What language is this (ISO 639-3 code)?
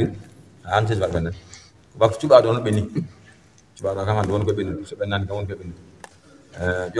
ful